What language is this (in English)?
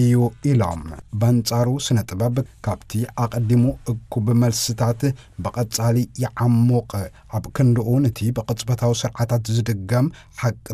Tigrinya